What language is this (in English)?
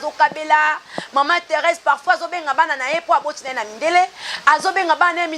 Lingala